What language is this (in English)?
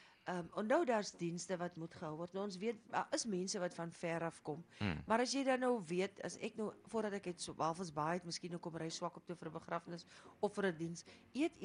Afrikaans